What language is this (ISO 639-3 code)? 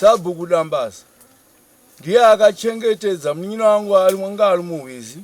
sna